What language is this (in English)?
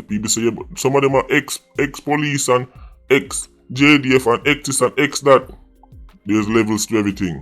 Jamaican Creole English